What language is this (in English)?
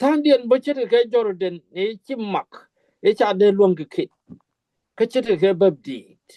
Nuer